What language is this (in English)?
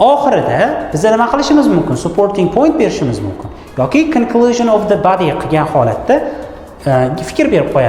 Uzbek